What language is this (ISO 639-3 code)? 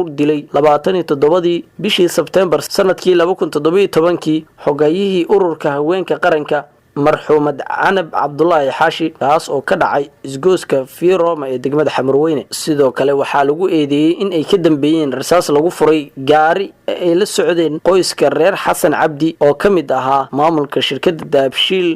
som